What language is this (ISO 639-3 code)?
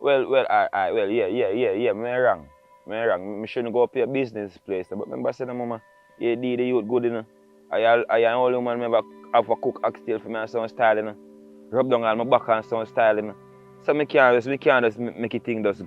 jam